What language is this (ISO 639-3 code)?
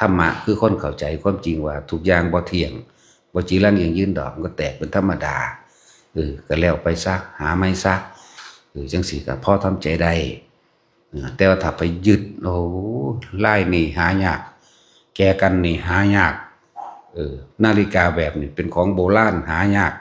tts